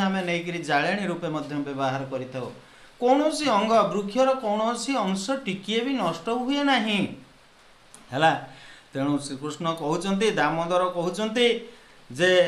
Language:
Odia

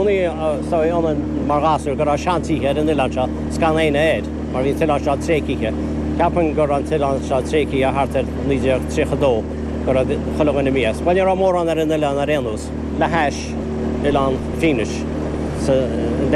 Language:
Irish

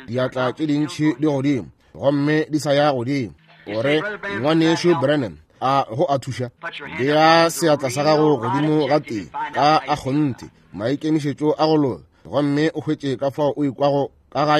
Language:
Northern Sotho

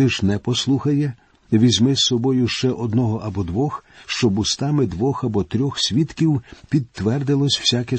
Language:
Ukrainian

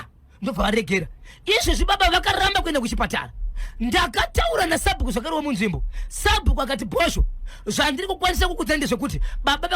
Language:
Shona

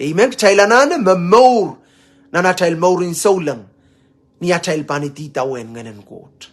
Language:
Pohnpeian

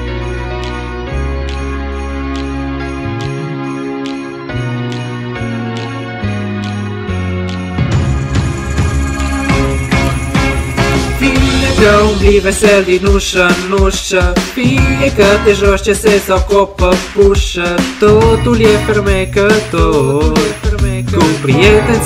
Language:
Romanian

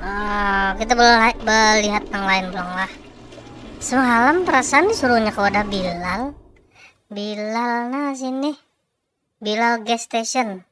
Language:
Banjar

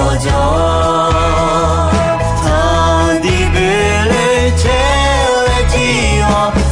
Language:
Akha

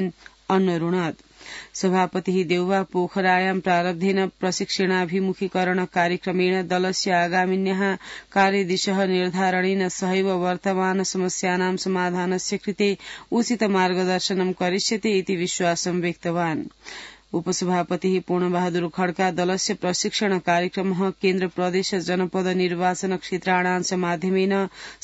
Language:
Sanskrit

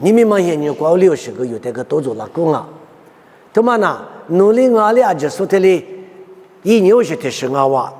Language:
Lisu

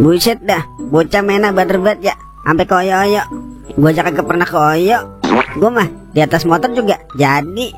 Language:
Betawi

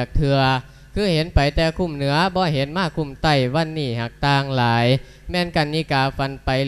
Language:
Lao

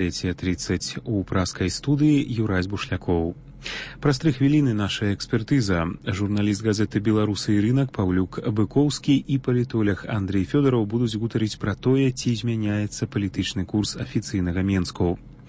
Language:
Belarusian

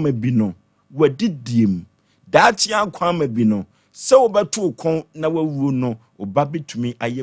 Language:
Akan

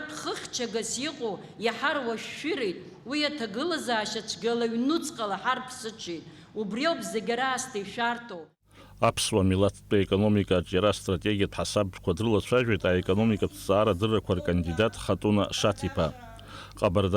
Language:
Abkhazian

